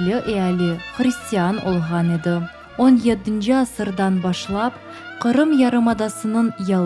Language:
Crimean Tatar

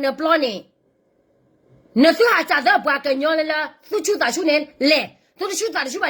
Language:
S'gaw Karen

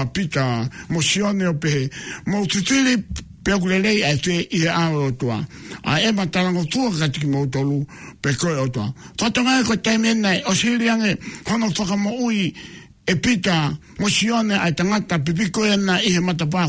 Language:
Tongan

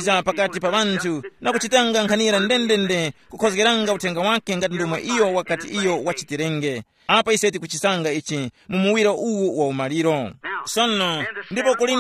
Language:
Tumbuka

